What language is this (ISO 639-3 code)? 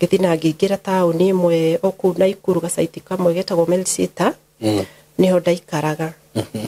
kik